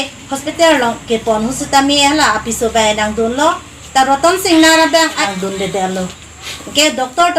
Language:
Karbi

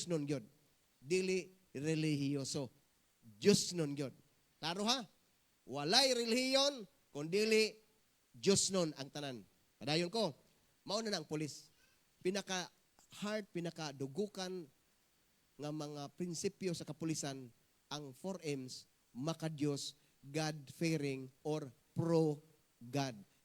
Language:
Cebuano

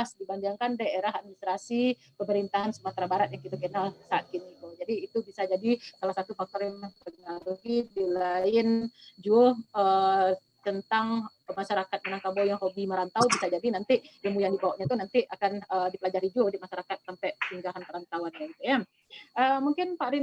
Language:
Minangkabau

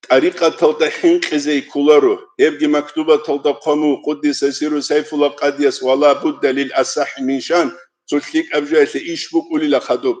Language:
Avaric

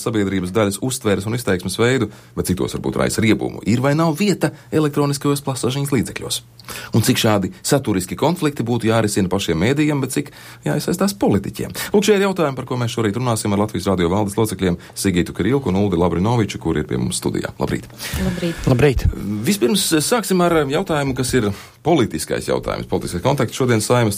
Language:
Latvian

